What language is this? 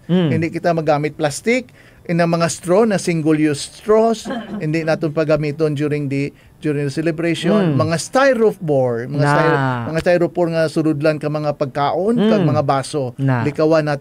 Hiligaynon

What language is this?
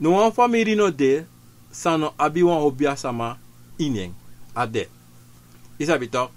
Sranan Tongo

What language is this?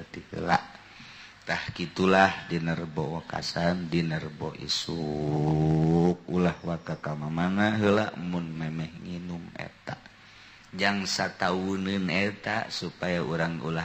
Sundanese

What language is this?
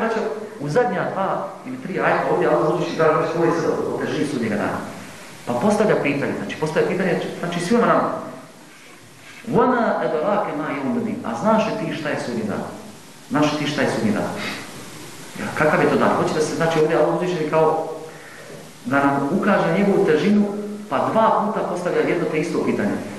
Bosnian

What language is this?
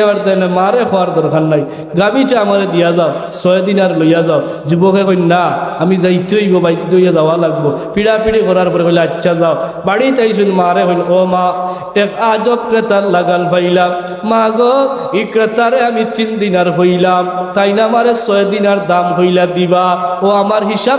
Sylheti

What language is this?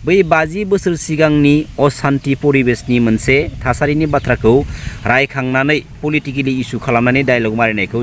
Bodo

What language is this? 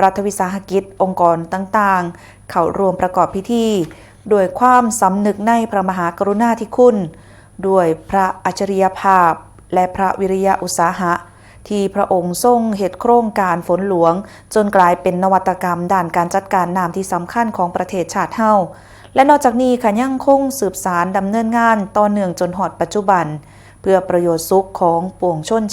Northeastern Thai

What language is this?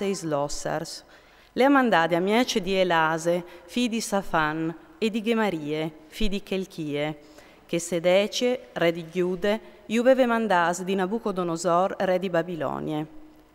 Friulian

